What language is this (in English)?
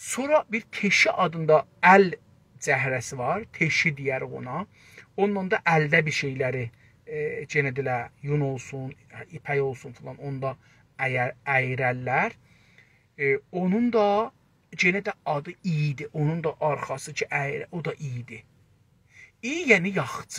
South Azerbaijani